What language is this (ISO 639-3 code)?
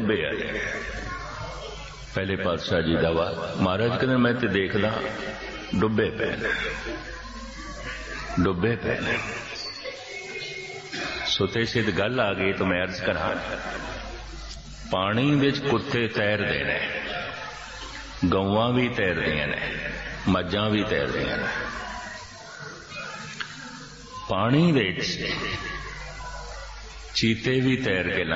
pan